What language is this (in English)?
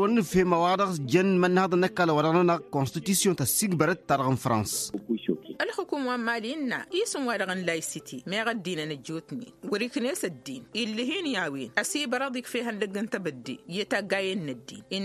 Tamasheq